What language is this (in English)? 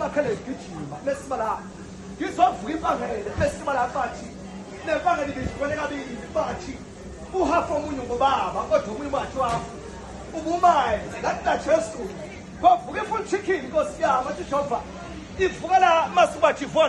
Zulu